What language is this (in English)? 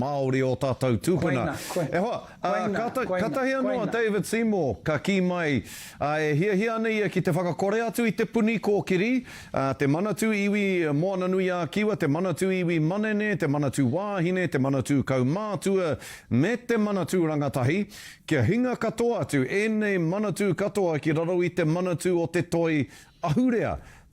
Māori